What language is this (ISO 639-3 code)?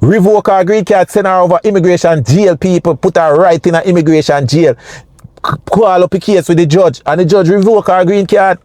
jam